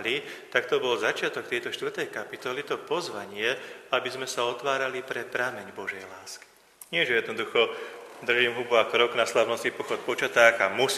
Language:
Slovak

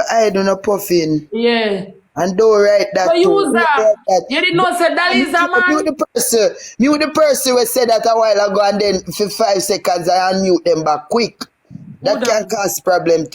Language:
Jamaican Creole English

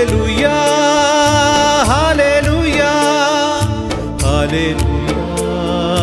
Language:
Malayalam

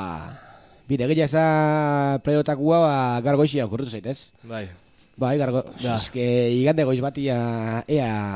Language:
Basque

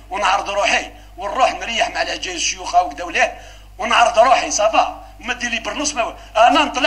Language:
Algerian Arabic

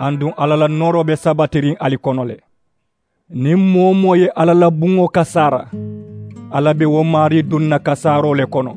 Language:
Mandingo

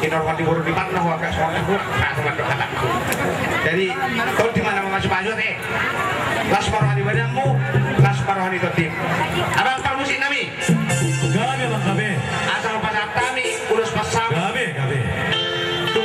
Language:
Batak Toba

